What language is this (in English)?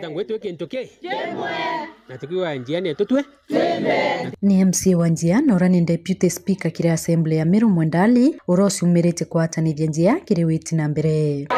Meru